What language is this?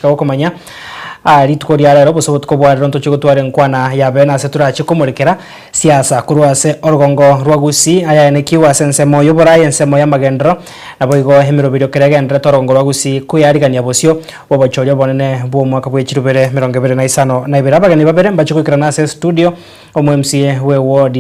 Gusii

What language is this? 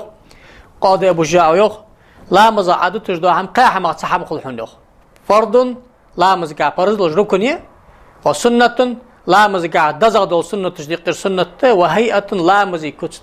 Ingush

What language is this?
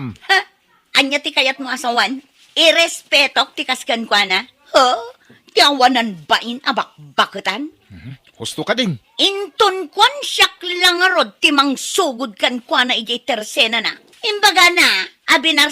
Iloko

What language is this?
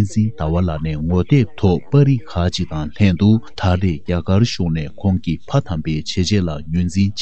Tibetan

